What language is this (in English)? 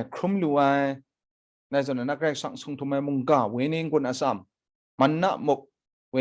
Kachin